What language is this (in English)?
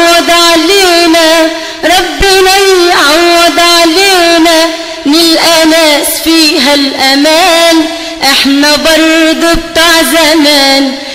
Egyptian Arabic